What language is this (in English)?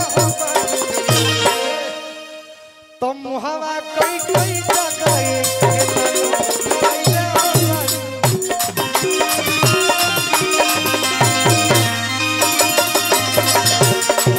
Bhojpuri